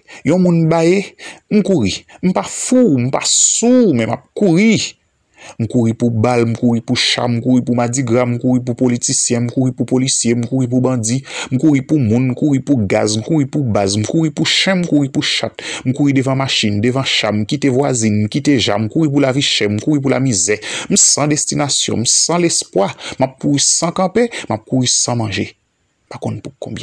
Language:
Haitian Creole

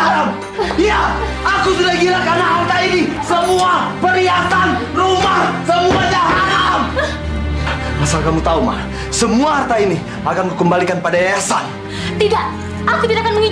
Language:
Indonesian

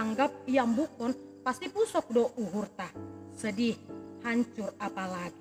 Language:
Batak Simalungun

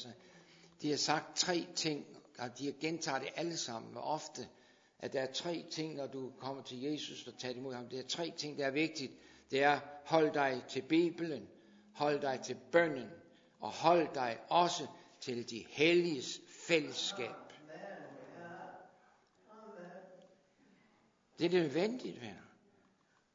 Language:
Danish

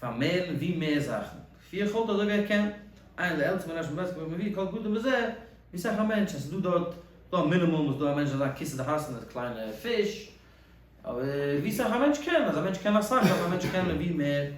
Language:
Yiddish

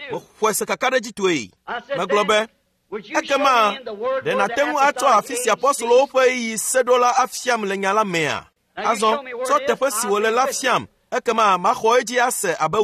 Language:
Ewe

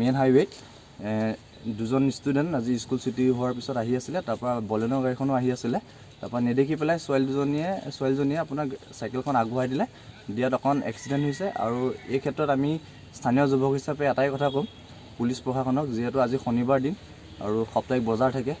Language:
Assamese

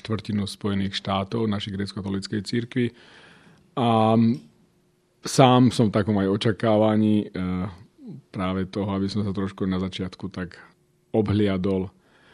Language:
Slovak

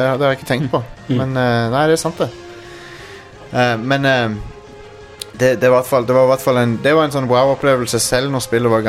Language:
Norwegian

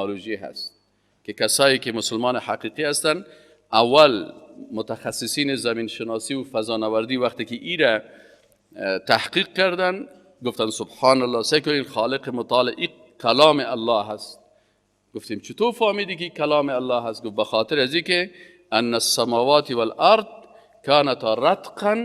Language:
Persian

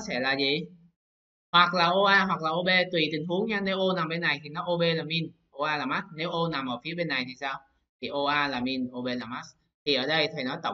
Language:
Vietnamese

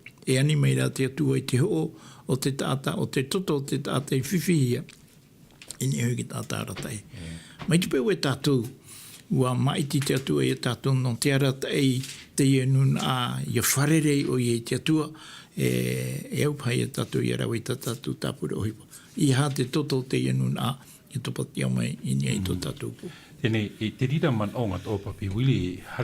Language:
Tahitian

